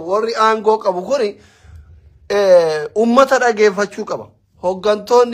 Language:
Oromo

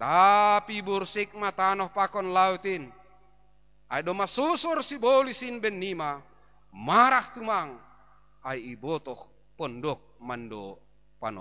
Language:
Batak Simalungun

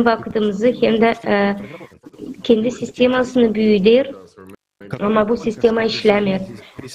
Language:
Gagauz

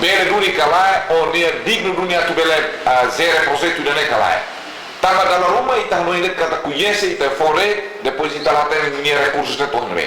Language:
Tetum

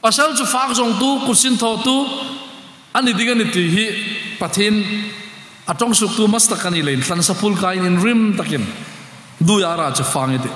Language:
Hmar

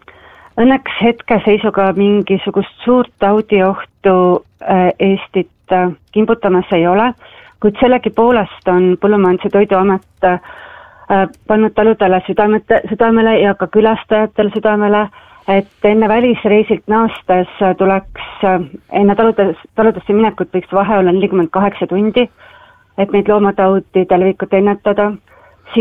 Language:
Estonian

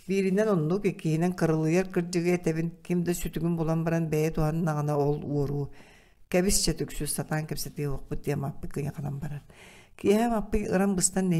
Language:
Yakut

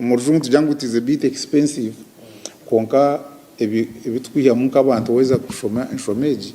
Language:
Nyankole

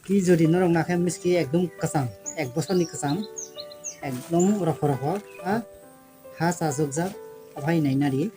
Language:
Kok Borok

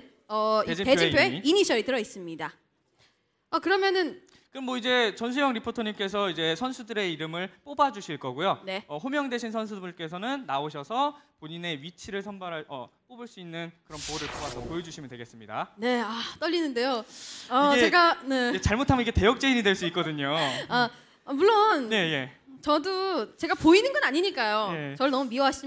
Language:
Korean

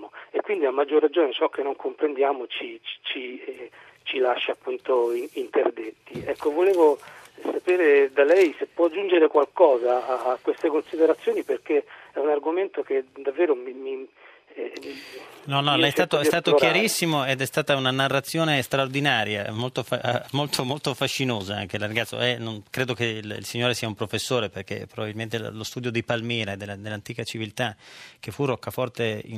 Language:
Italian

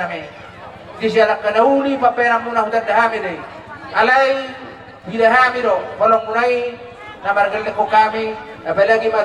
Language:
Batak Toba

